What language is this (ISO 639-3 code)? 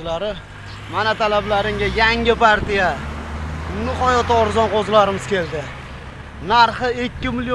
uzb